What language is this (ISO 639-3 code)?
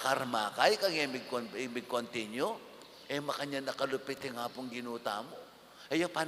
pam